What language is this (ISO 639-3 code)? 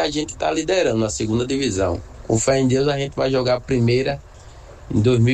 por